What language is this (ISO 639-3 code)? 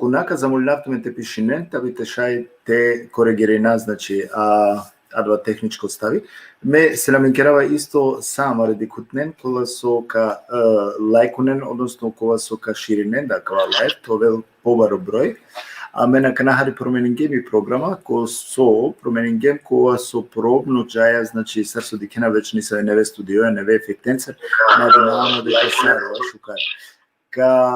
rmn